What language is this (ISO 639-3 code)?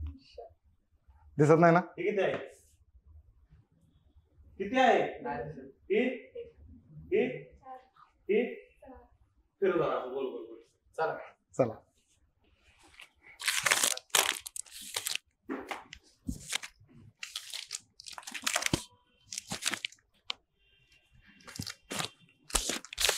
mar